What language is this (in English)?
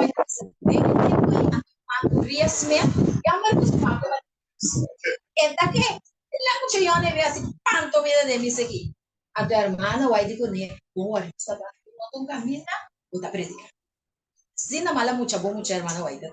Papiamento